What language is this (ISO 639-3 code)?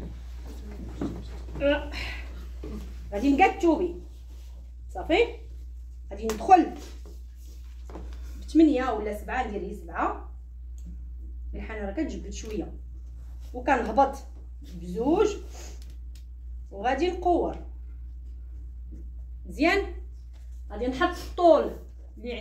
ary